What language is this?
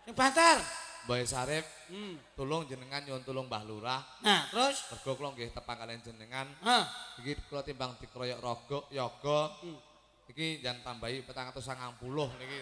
Javanese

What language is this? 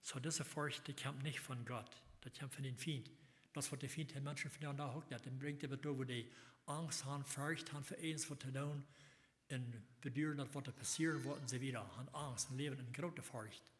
Plautdietsch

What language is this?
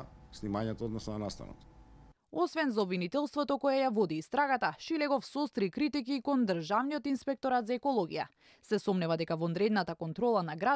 Macedonian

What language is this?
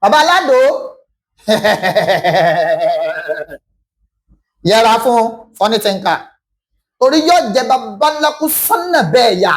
Yoruba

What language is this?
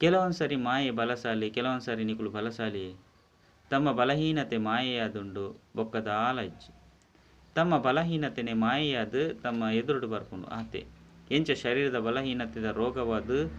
Tulu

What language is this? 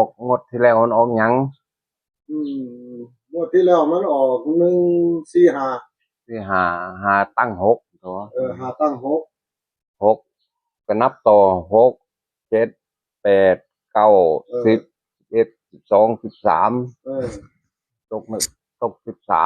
Northeastern Thai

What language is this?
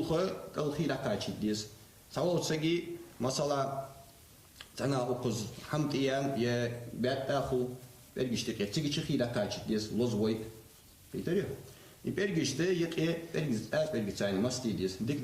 Ingush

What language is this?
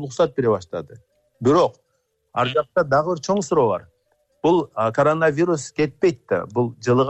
Kyrgyz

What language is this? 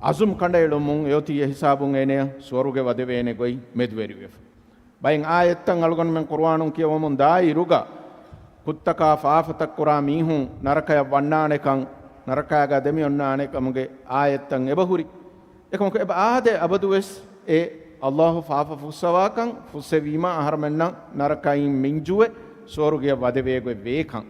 Divehi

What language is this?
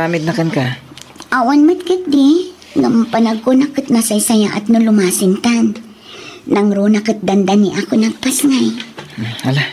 Iloko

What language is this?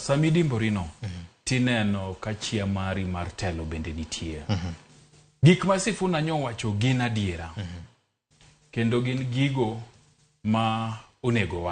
Luo (Kenya and Tanzania)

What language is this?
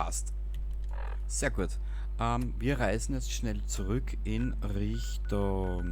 Bavarian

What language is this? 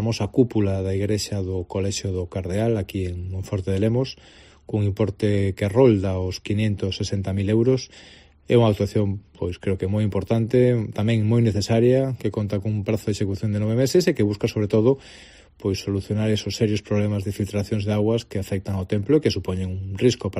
Galician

